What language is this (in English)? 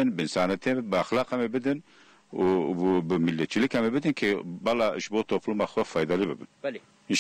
Kurdish